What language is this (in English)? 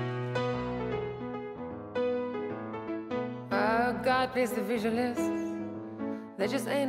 Afrikaans